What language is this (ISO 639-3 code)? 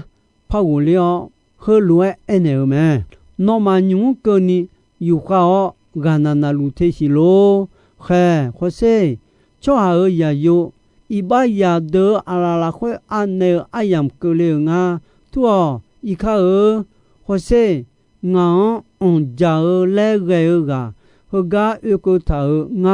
ahk